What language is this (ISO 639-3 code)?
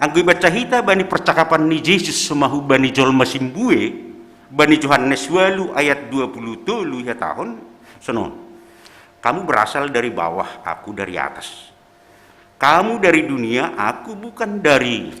bts